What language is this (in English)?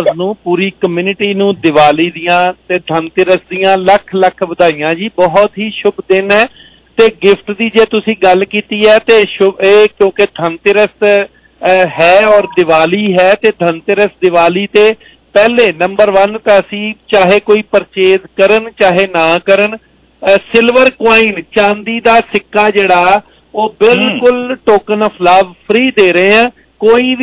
Punjabi